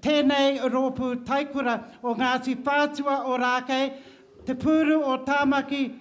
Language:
Māori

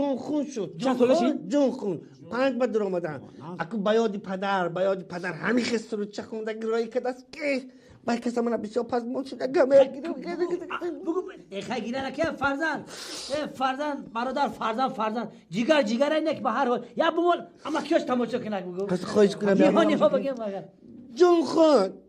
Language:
Tajik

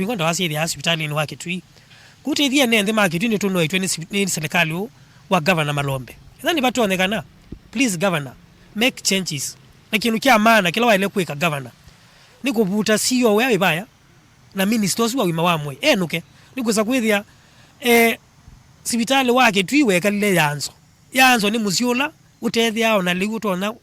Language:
Kamba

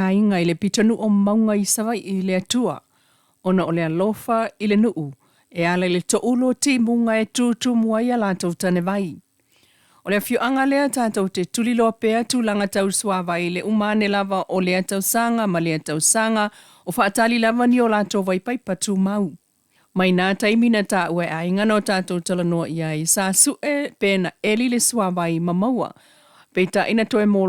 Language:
Samoan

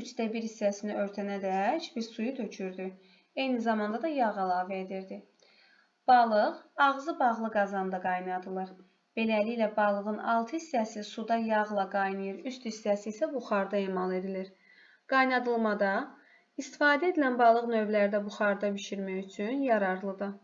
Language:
Azerbaijani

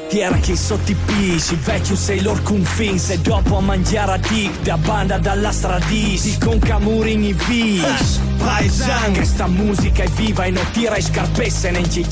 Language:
Friulian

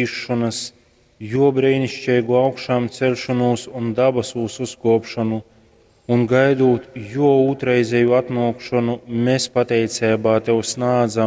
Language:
Latgalian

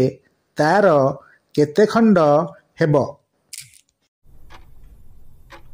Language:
Odia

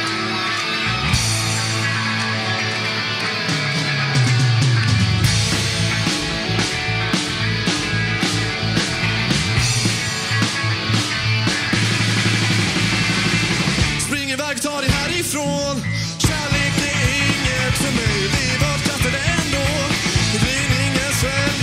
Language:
Swedish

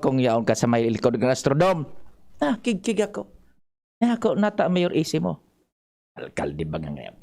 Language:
Bikol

